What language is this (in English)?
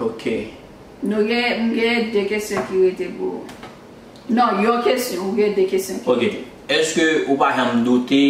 Haitian Creole